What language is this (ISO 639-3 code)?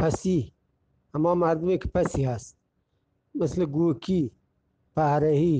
bgp